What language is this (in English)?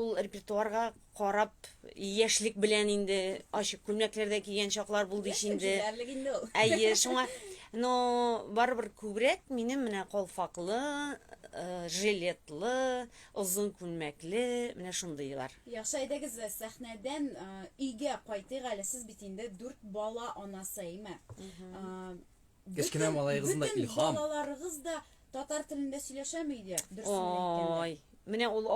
Tatar